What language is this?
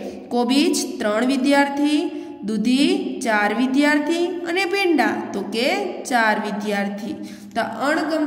Gujarati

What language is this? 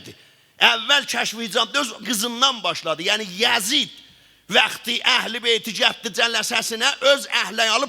South Azerbaijani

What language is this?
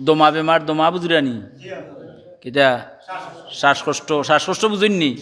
Sylheti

